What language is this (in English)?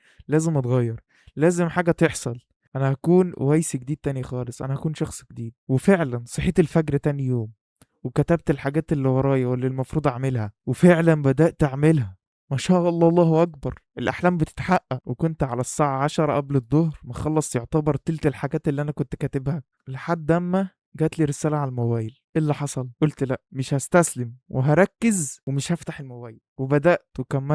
Egyptian Arabic